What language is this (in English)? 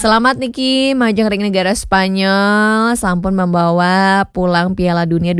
Balinese